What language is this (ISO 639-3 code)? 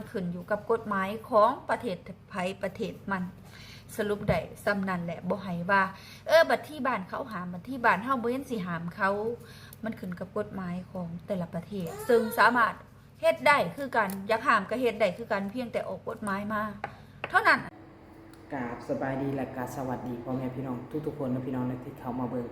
lao